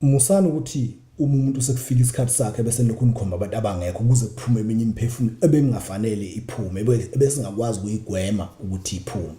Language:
Zulu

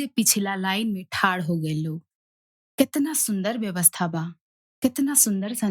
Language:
Bhojpuri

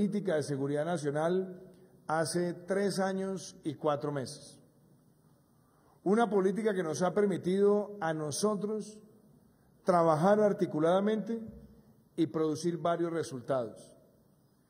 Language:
Spanish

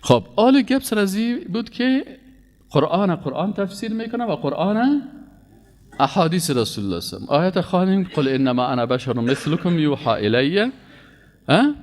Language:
Persian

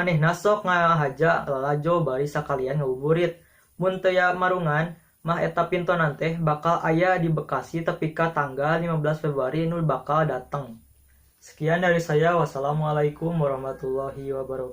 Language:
Sundanese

